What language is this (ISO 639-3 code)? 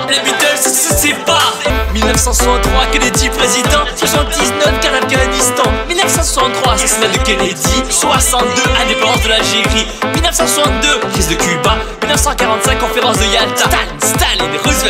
fra